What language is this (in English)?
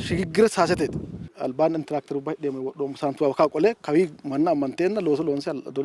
Sidamo